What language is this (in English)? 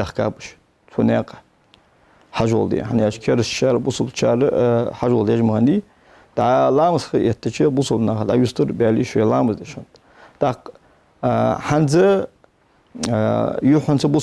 Ingush